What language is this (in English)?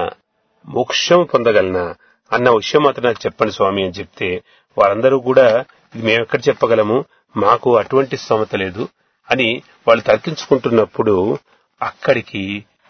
Telugu